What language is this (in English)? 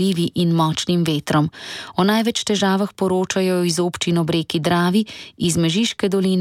Slovenian